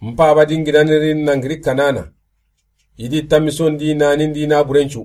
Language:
Soninke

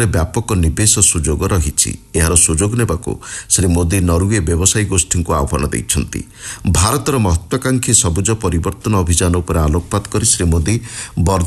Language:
Odia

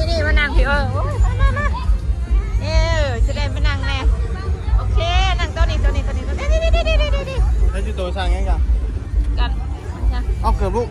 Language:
Northeastern Thai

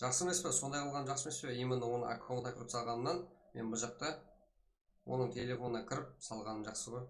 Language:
Kara-Kalpak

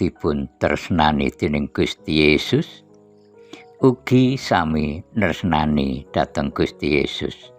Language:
Javanese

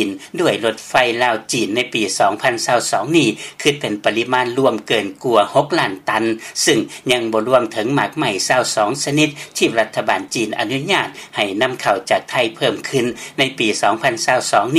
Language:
Lao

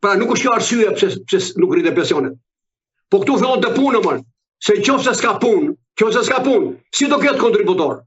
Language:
Albanian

